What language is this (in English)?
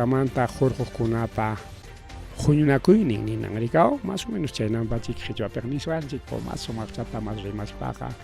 Ayacucho Quechua